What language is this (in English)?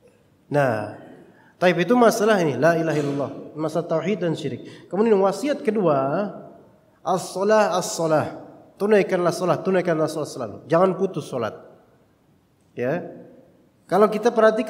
Indonesian